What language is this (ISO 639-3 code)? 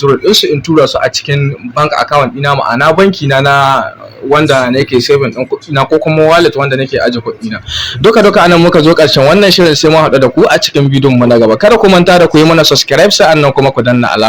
hau